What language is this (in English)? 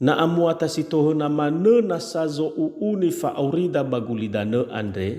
Nias